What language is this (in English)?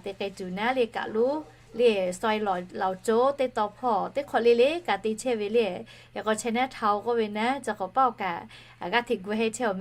Lahu